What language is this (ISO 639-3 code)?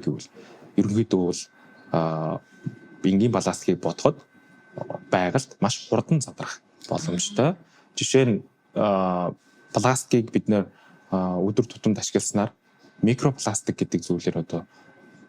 mon